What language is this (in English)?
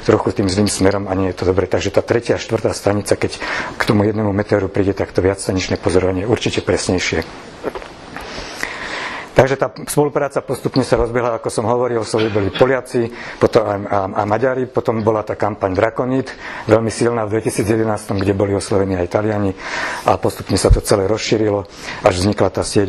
Slovak